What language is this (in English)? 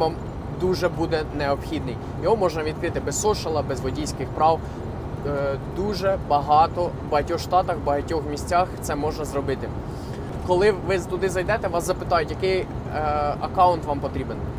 Ukrainian